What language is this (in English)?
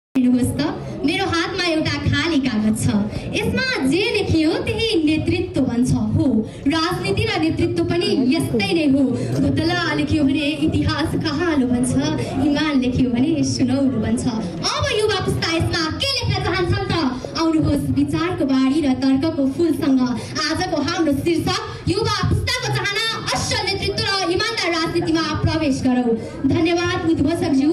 Nepali